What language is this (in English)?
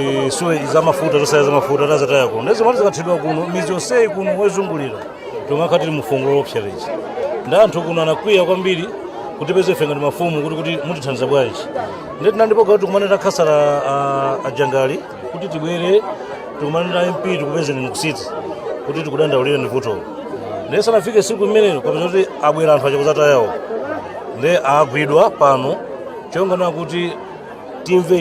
Nyanja